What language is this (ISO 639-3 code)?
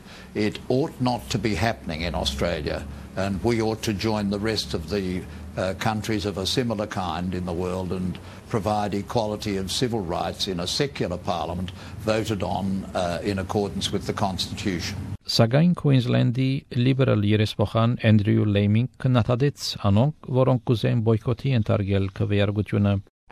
hye